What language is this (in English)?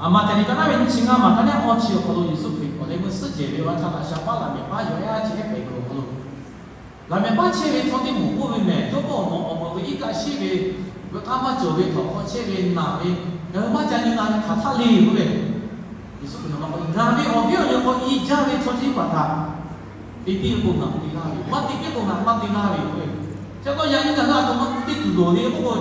Lahu